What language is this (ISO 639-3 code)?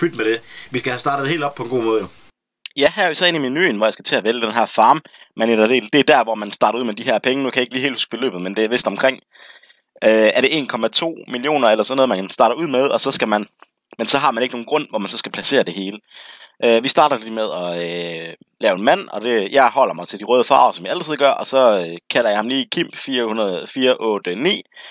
dan